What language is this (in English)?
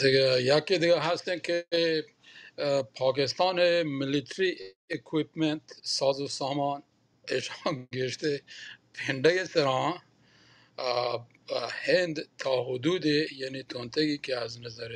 Baluchi